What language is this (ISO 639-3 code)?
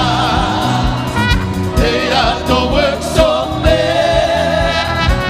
ton